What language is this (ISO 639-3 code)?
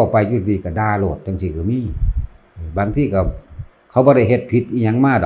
lao